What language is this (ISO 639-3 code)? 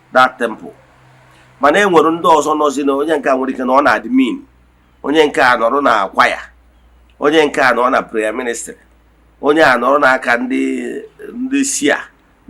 ibo